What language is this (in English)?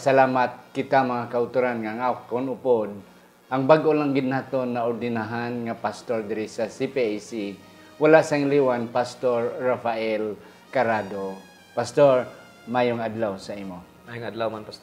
Hiligaynon